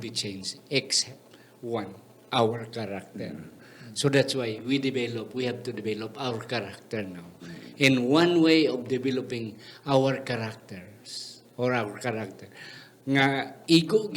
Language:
Hiligaynon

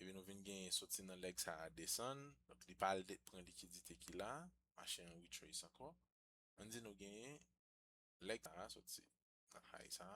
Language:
Haitian Creole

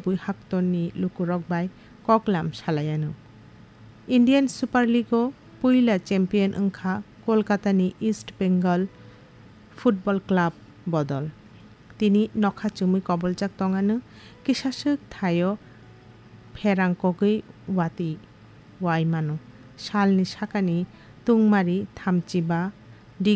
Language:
Kok Borok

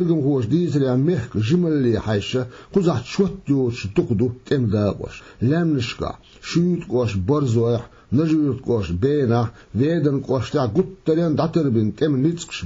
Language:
Chechen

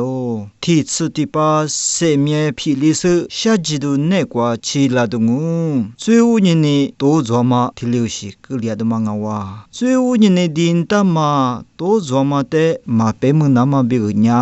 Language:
Lisu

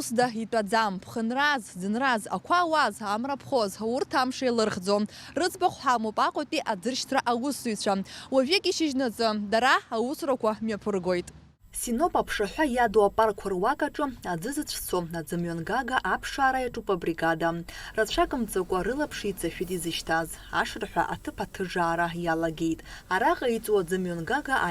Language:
Abkhazian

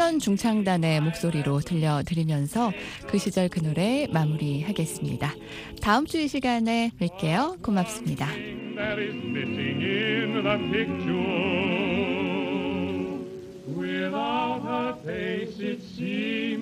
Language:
Korean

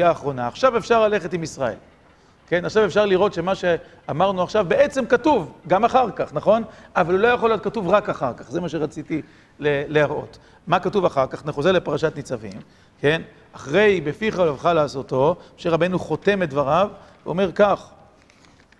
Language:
Hebrew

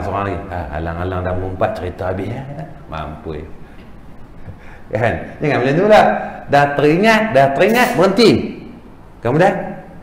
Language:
Malay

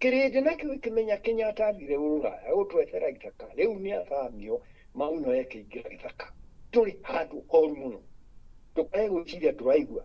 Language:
Kikuyu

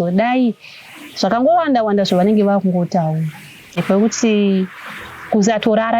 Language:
Shona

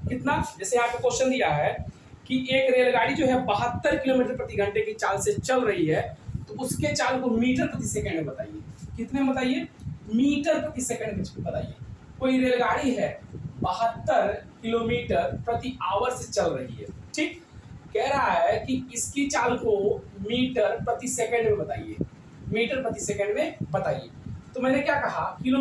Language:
Hindi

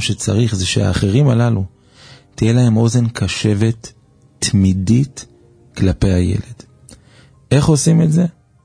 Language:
Hebrew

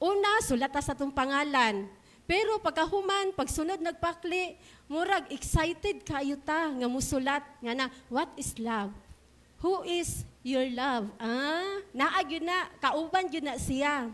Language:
Cebuano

